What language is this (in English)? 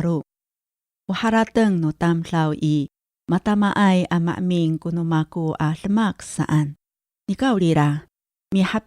Amis